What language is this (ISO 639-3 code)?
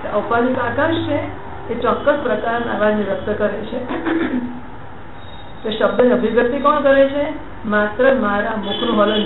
guj